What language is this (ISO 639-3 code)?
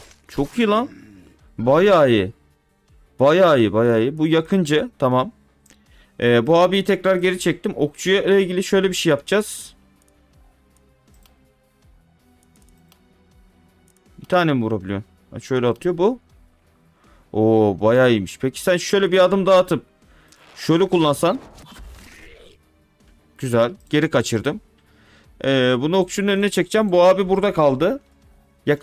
tur